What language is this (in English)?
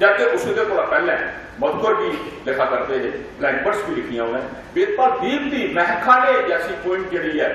Dogri